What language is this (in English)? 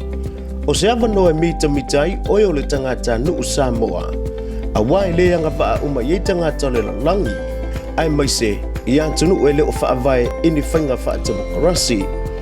Samoan